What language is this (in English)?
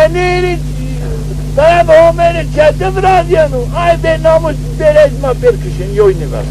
Zaza